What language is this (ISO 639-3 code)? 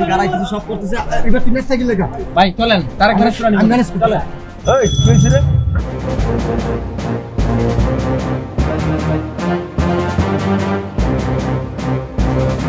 ben